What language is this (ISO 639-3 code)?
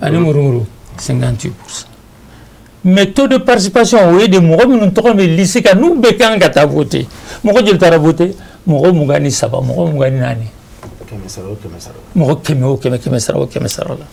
bam